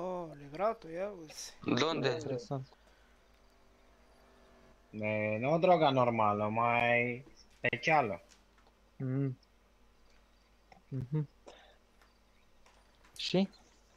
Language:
Romanian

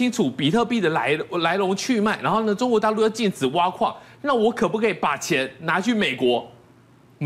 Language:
Chinese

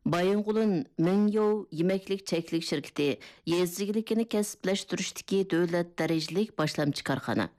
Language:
Uyghur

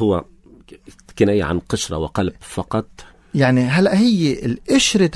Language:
North Levantine Arabic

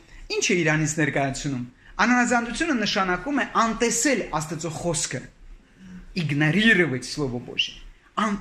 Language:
Armenian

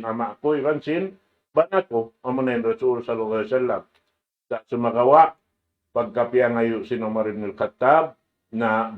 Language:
Tausug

